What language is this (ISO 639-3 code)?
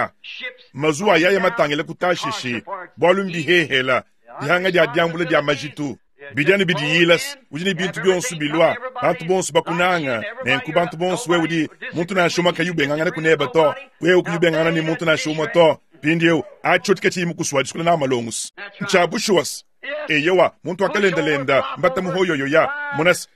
lua